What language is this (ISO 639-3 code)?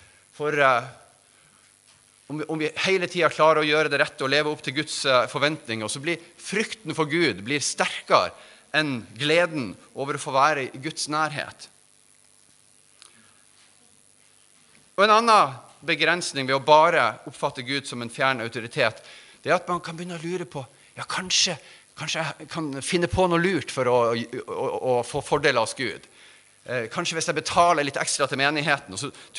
nor